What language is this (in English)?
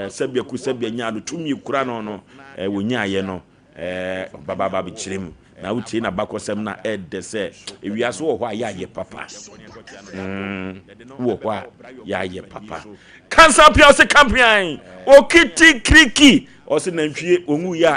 Akan